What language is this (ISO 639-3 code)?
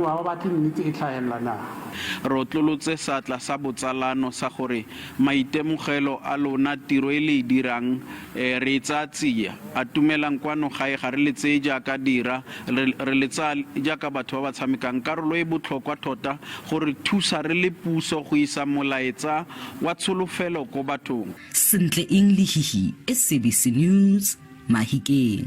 tsn